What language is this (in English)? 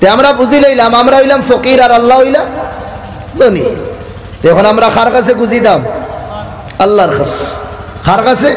Sylheti